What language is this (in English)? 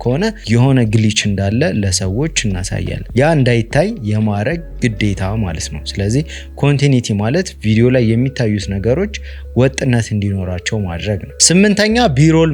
Amharic